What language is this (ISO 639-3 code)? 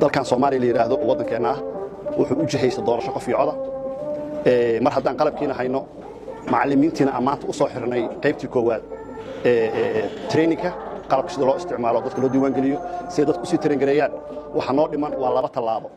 som